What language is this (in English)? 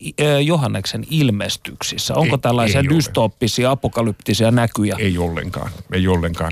Finnish